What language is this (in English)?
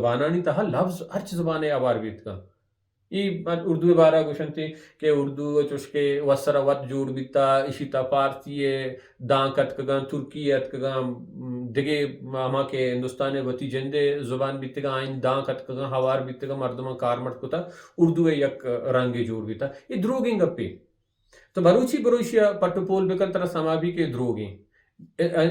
Baluchi